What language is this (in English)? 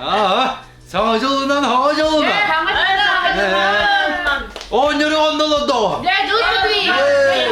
Yakut